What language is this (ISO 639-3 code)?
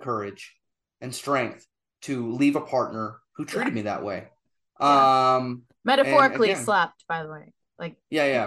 eng